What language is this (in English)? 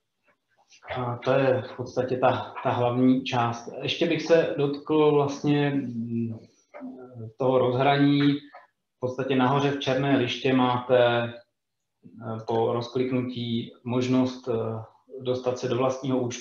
Czech